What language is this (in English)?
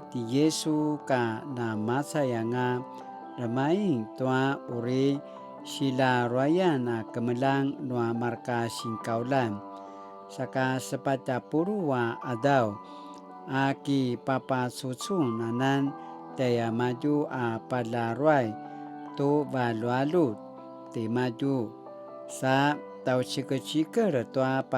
Paiwan